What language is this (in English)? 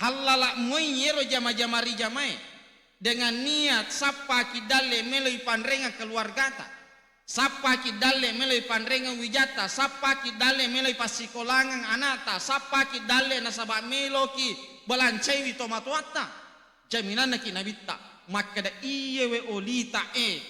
Buginese